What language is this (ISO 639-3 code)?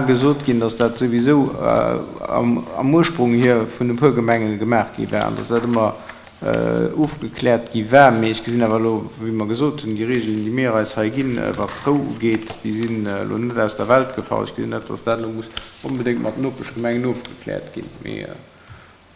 ltz